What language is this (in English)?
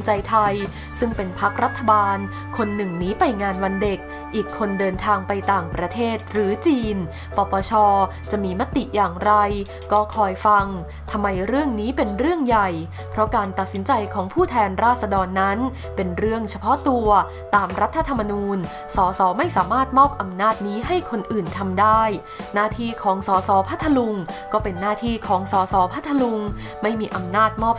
Thai